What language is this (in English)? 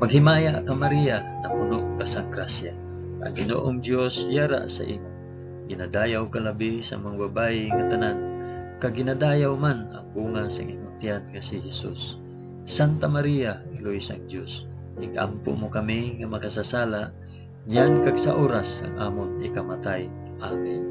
Hiligaynon